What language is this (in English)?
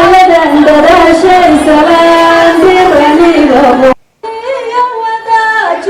Somali